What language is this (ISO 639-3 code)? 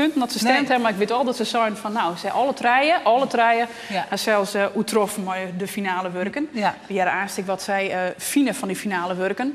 fry